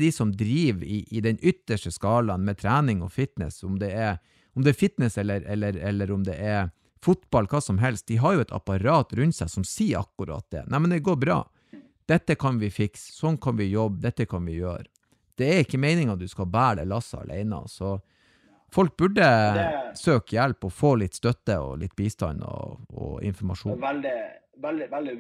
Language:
Norwegian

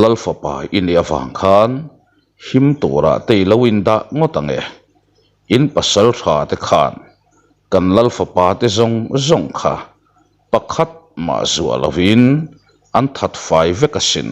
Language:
Mizo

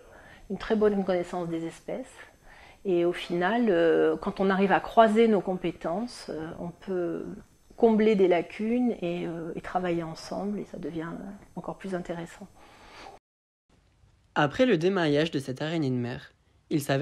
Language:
French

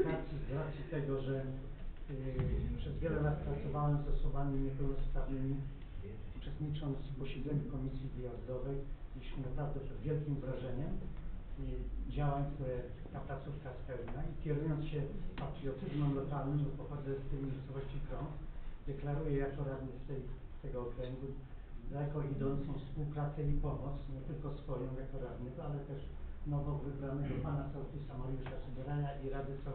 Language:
Polish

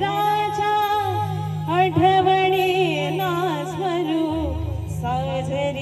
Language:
Marathi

